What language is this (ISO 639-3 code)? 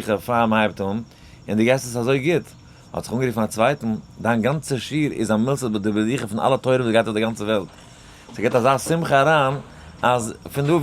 yid